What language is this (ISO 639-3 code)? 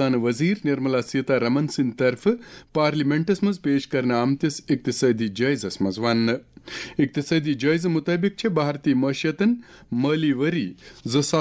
kas